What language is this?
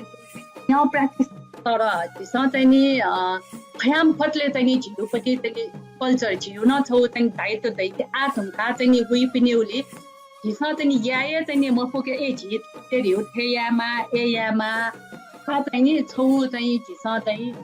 Newari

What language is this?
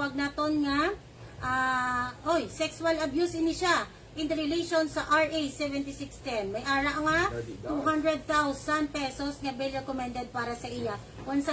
Hiligaynon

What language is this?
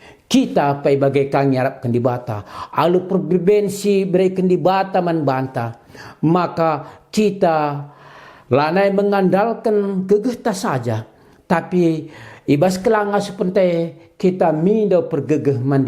Batak Karo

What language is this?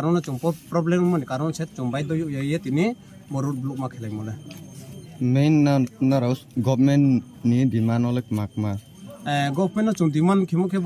Riang (India)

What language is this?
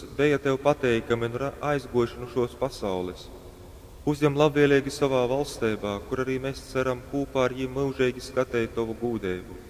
Latgalian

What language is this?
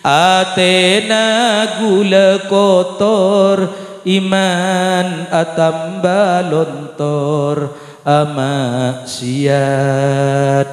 Madurese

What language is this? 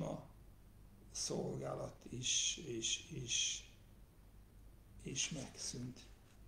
Hungarian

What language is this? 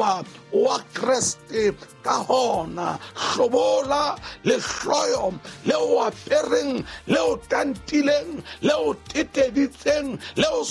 Southern Sotho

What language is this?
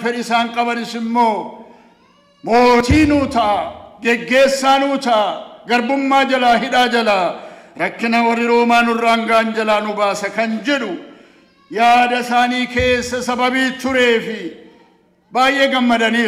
Oromo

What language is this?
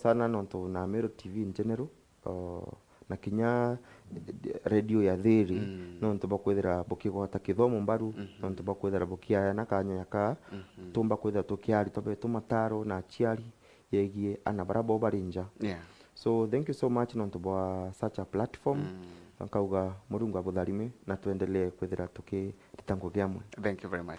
Meru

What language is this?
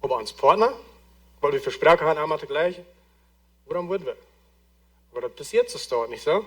Plautdietsch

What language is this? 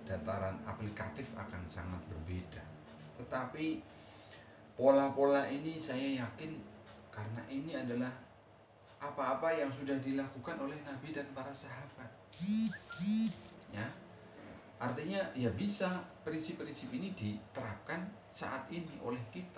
Indonesian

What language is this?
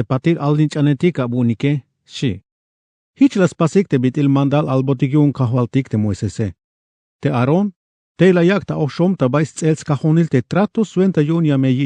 Tzeltal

